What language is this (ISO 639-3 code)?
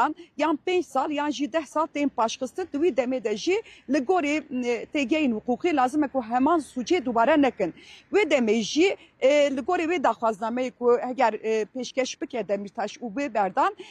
kur